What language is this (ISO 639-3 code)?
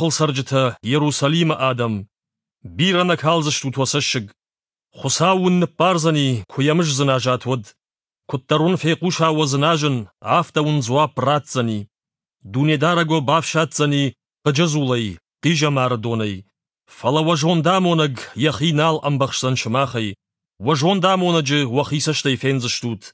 oss